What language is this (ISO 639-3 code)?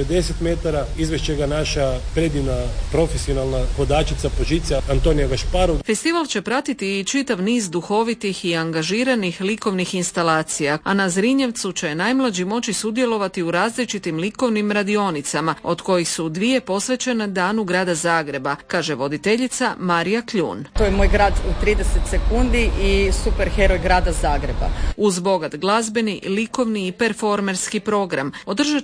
hrv